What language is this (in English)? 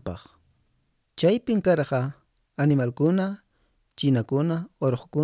Quechua